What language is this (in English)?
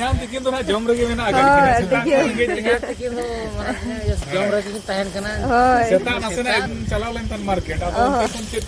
Santali